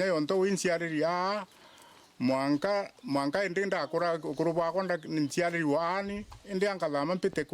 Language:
Meru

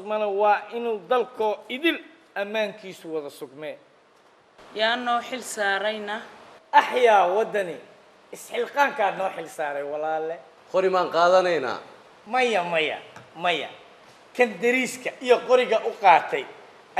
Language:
Somali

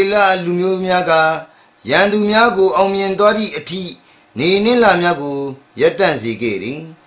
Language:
Burmese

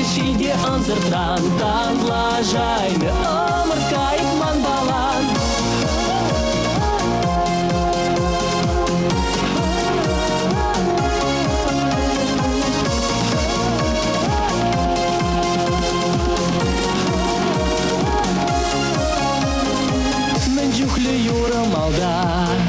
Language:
Chuvash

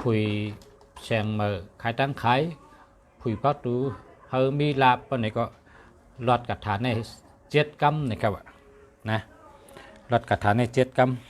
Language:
Shan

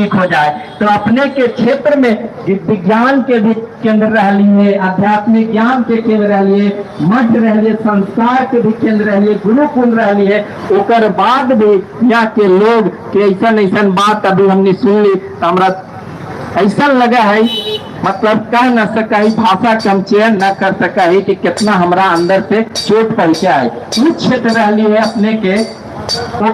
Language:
Magahi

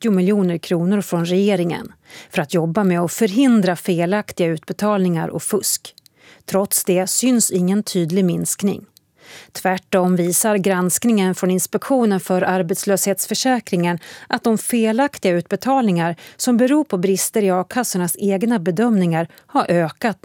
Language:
Swedish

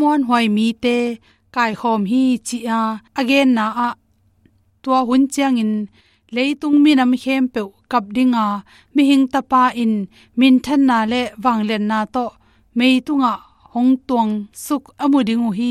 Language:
Tedim Chin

